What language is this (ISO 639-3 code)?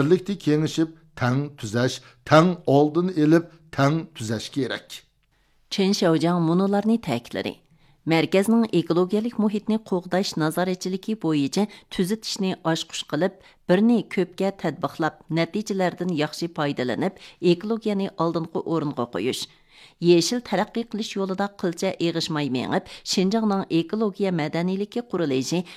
uig